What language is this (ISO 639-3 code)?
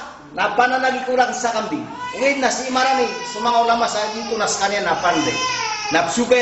mrw